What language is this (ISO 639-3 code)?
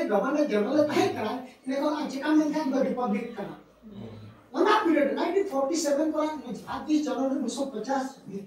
sat